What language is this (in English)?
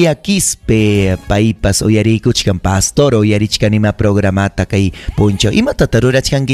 Ayacucho Quechua